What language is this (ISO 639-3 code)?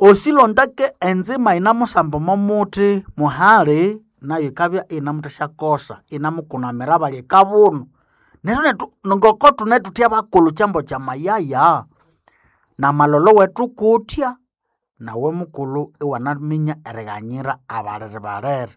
nnb